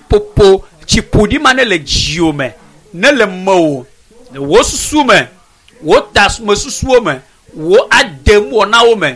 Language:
Ewe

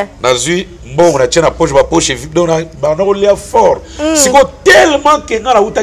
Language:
Lingala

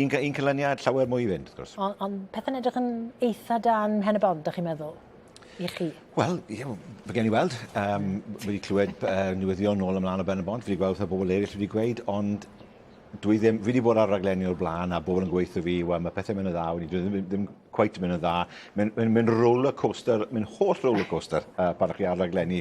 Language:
Welsh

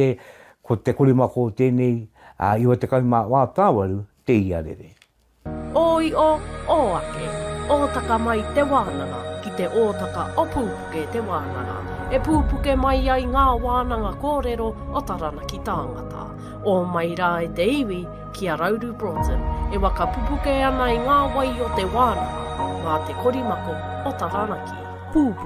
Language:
Māori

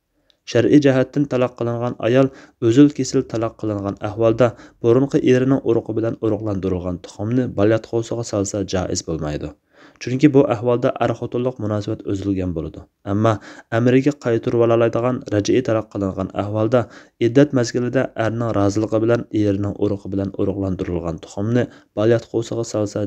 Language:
Uyghur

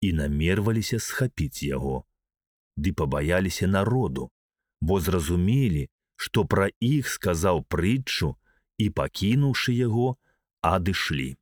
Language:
Belarusian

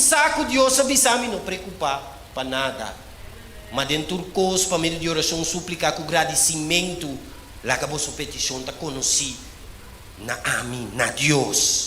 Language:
Papiamento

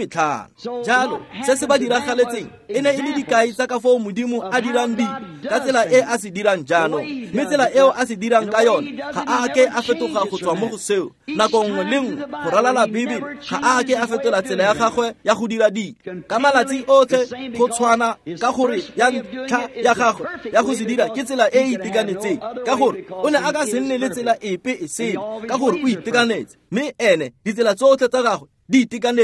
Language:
Tswana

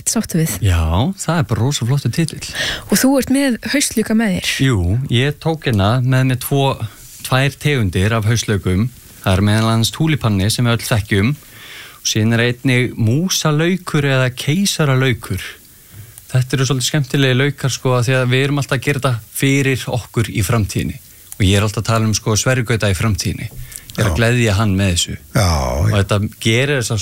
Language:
Icelandic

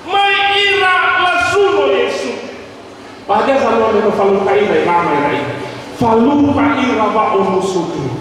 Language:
Nias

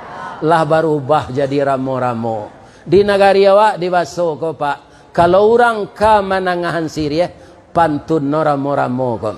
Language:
Minangkabau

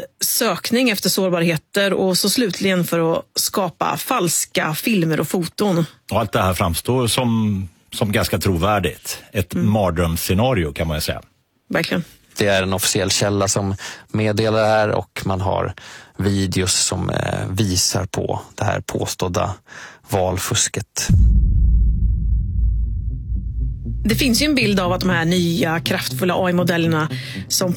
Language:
Swedish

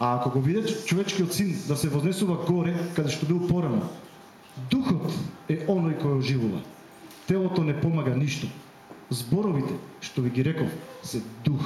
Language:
Macedonian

